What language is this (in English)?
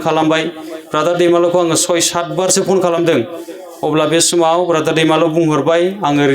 Bodo